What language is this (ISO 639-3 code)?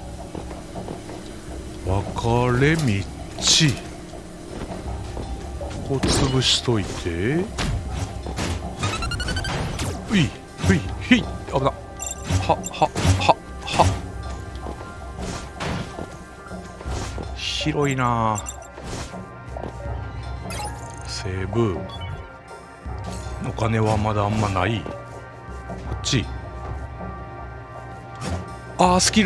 jpn